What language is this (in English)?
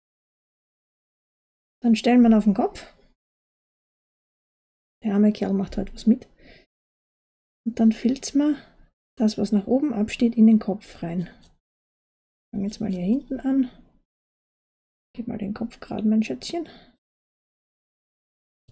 German